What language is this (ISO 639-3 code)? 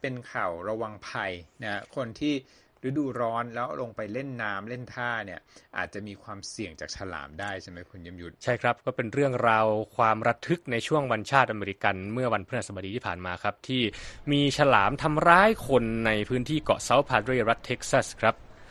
tha